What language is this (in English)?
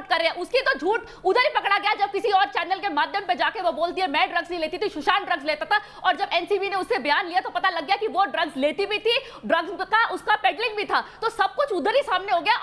Hindi